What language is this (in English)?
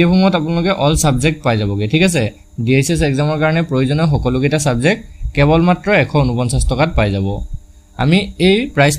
Assamese